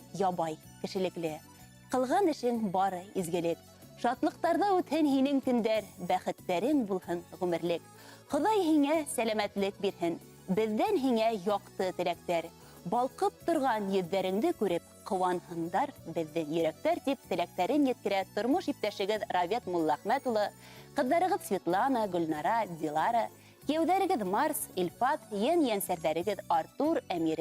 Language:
Bashkir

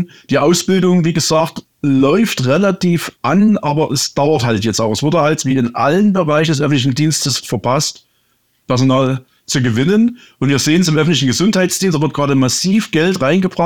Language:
German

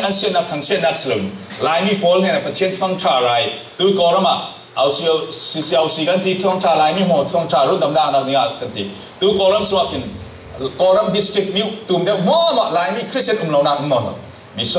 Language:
Falam Chin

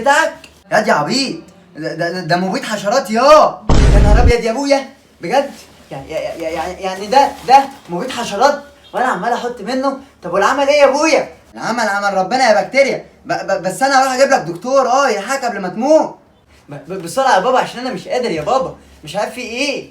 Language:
Egyptian Arabic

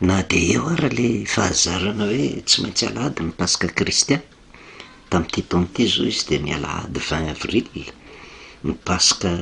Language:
Malagasy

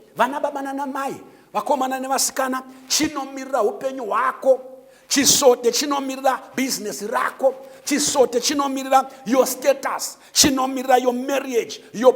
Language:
Shona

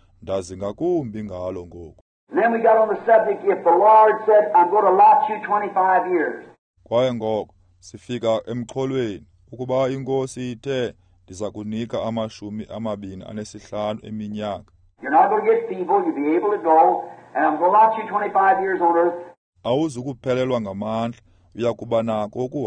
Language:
Xhosa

